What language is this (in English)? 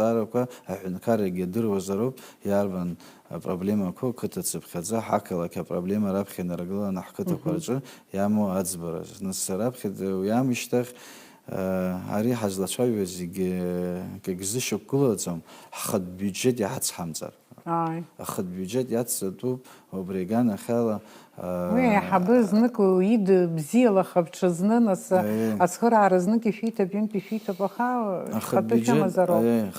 Abkhazian